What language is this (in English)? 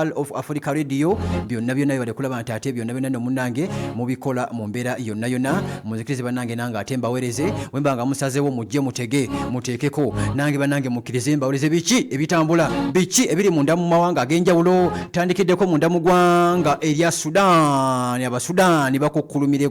Ganda